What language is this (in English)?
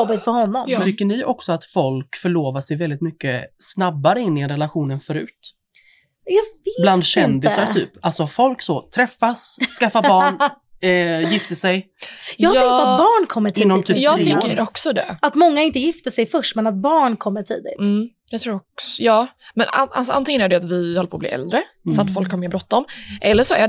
Swedish